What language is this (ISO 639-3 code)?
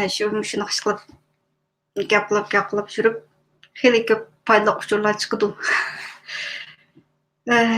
uig